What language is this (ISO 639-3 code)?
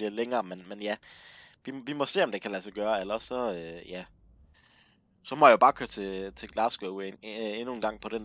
dan